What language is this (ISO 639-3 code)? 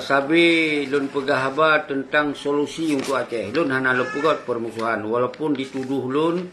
ace